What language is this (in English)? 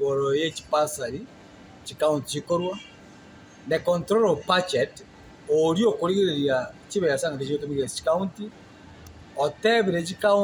Gusii